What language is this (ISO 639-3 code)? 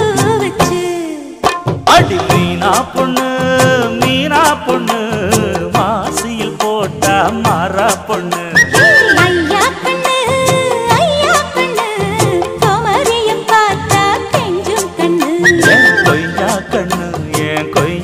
tam